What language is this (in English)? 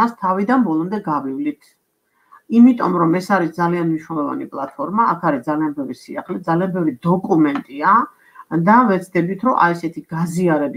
Georgian